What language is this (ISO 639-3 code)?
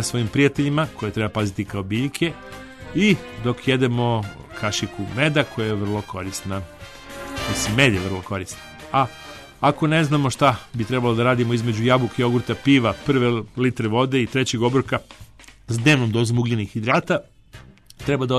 srp